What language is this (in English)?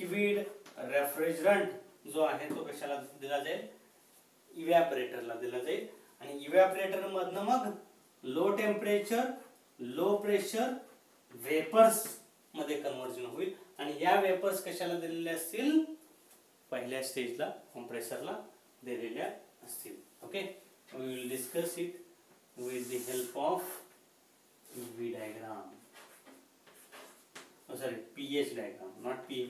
Marathi